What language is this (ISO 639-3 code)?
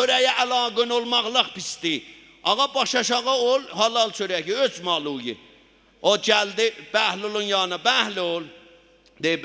azb